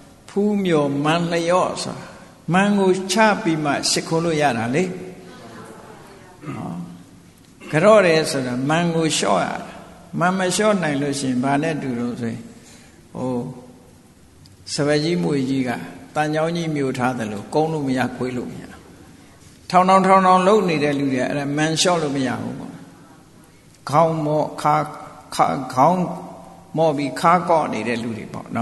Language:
Burmese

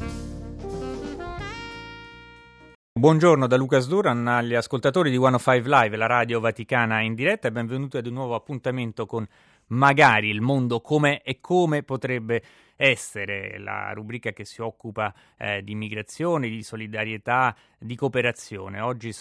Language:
Italian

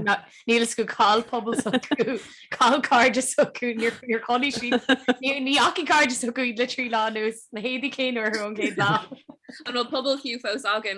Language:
Irish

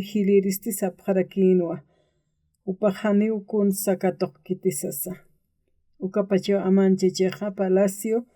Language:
Aymara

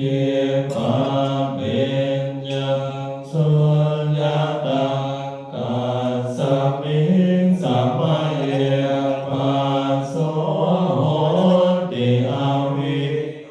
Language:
Pali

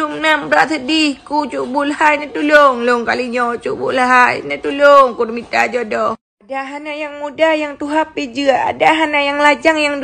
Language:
Achinese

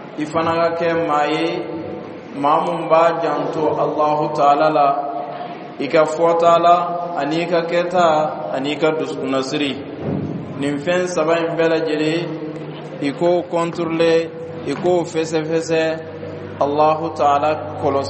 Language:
Bambara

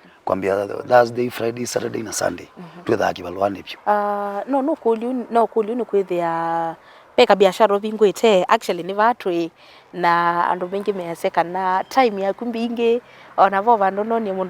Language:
Kamba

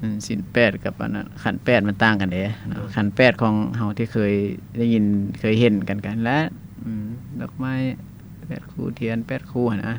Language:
Lao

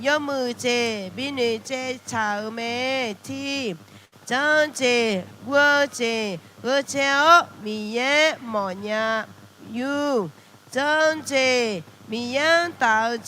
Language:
Akha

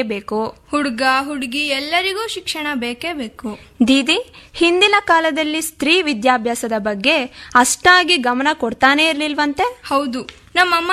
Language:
Kannada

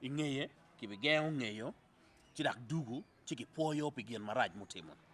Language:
Acoli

